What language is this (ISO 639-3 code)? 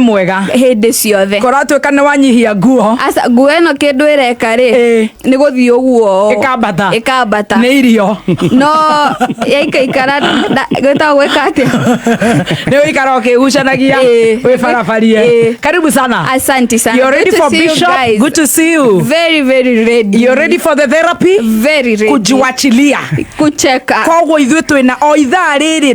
kik